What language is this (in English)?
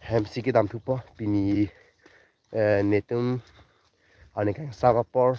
Karbi